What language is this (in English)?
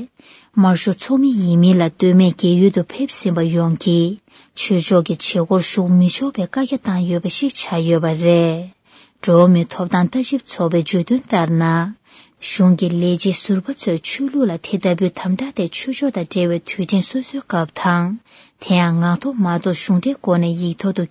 Tibetan